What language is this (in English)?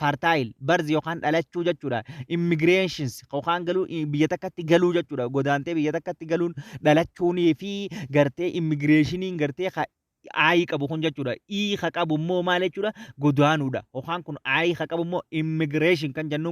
Oromo